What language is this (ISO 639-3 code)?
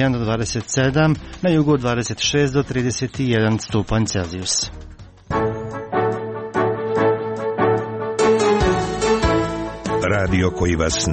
hrv